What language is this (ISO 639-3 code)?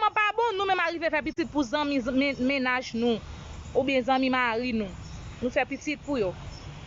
hat